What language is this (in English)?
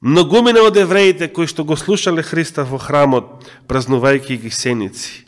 Macedonian